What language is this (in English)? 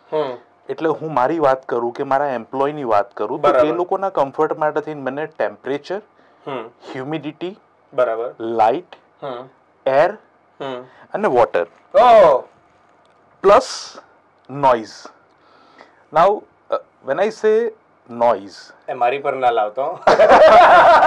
Gujarati